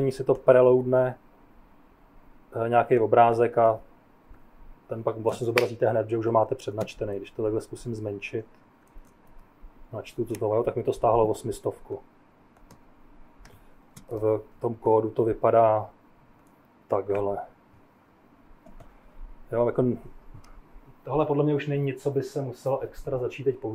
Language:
Czech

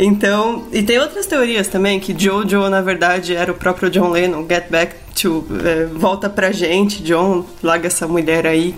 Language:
Portuguese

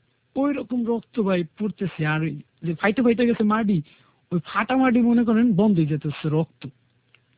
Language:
Bangla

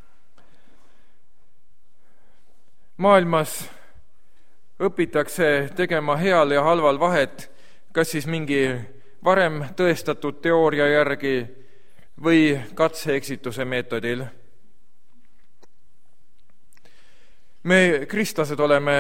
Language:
Estonian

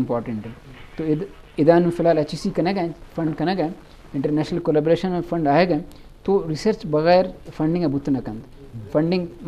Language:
Eastern Balochi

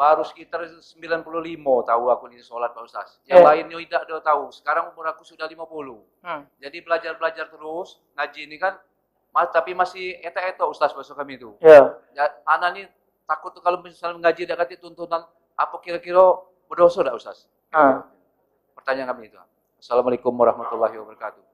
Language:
Musi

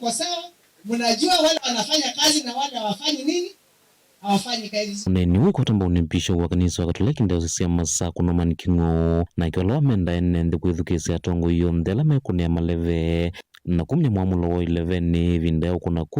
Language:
Kamba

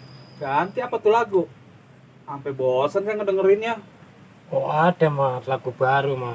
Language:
Betawi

